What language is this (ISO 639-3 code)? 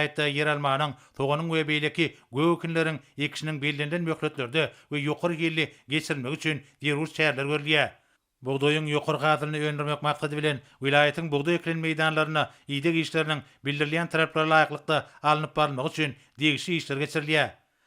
tuk